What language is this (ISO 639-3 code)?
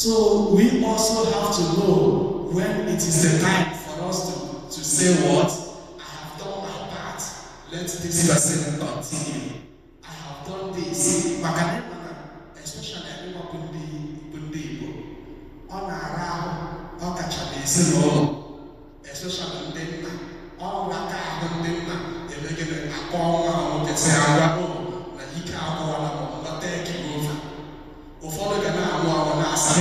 ibo